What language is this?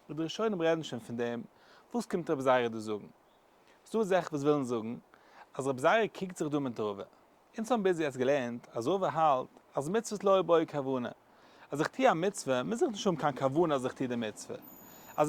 Yiddish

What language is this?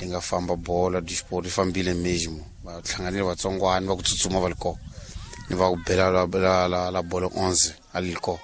Tsonga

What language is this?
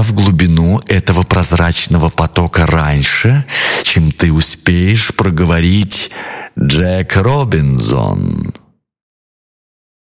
Russian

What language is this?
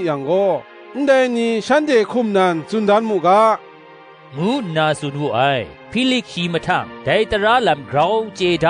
Kachin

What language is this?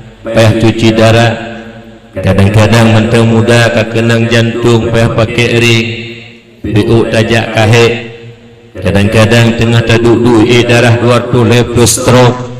Achinese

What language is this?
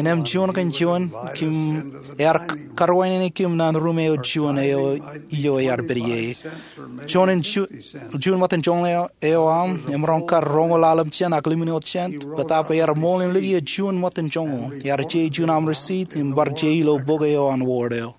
Marshallese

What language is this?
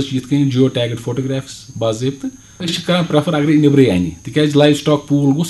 Kashmiri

